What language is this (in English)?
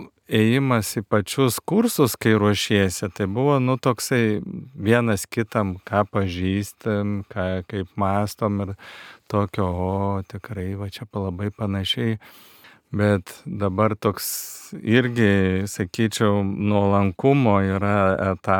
Lithuanian